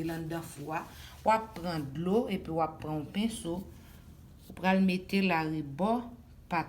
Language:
Haitian Creole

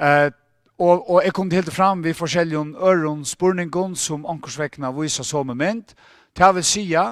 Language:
Faroese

